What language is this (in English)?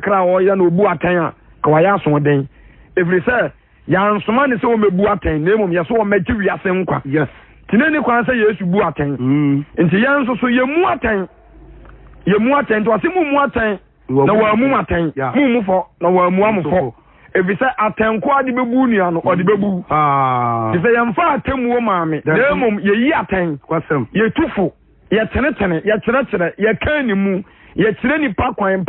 Akan